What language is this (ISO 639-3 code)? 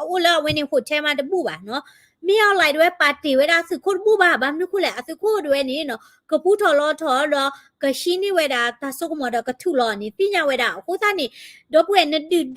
ksw